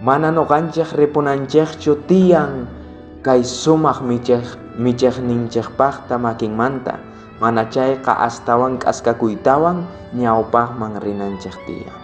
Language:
South Bolivian Quechua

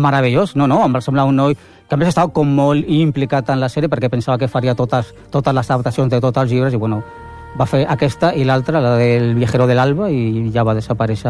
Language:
Catalan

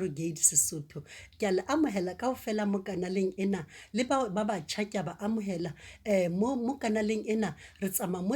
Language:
Southern Sotho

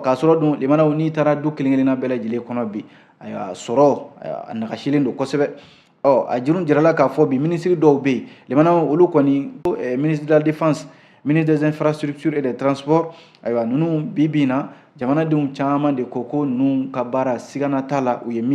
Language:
Bambara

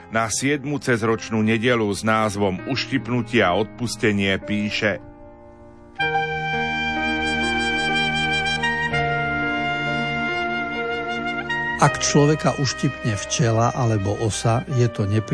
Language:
Slovak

